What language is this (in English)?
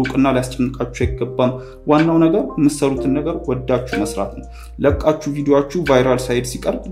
Amharic